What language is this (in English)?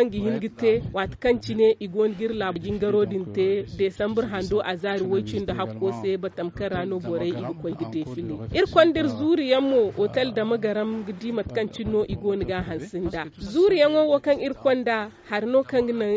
Zarma